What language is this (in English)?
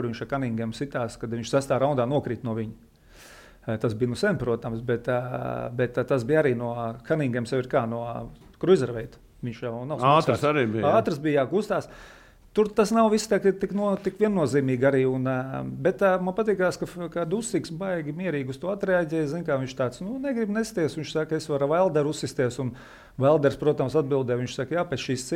Latvian